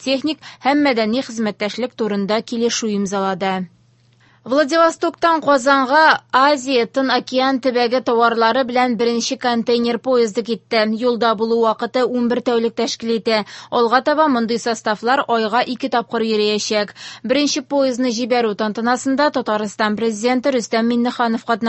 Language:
Tatar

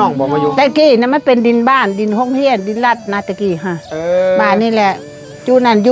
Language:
Northeastern Thai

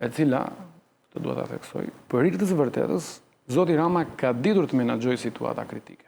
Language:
Albanian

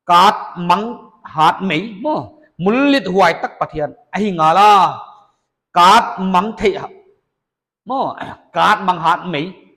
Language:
Paite Chin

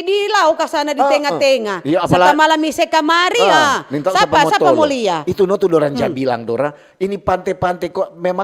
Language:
Manado Malay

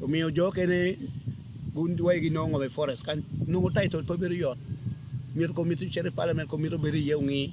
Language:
Acoli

